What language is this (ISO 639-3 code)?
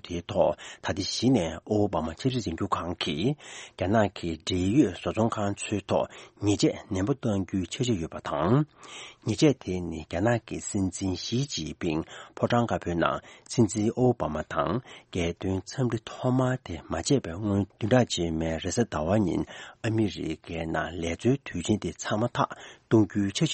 bod